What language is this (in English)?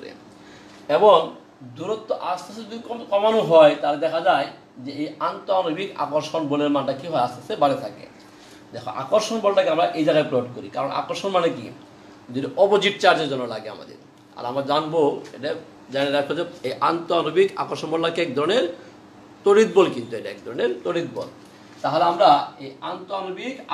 Bangla